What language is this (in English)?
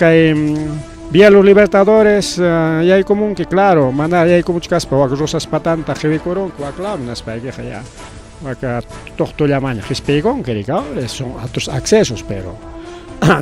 Ayacucho Quechua